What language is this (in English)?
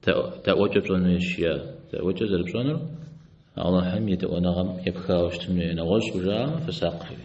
Kabardian